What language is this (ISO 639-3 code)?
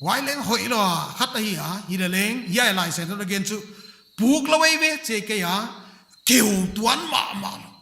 pck